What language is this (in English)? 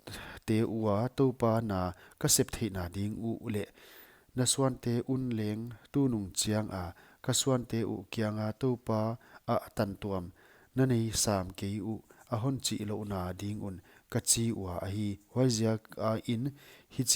Paite Chin